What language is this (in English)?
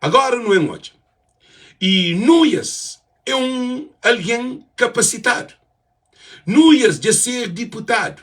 Kabuverdianu